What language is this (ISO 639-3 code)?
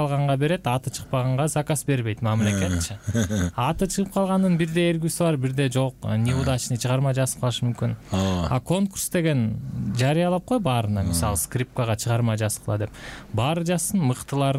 kir